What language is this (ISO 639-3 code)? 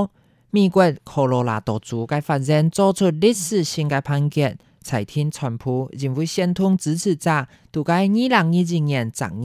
hak